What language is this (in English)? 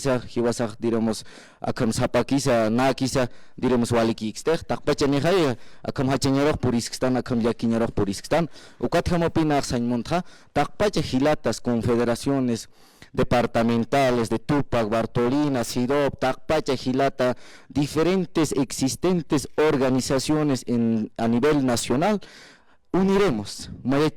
Aymara